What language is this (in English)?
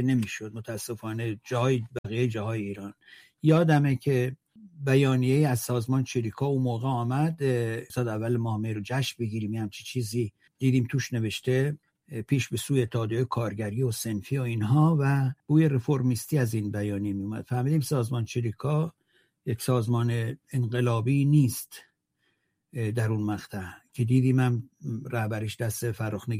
Persian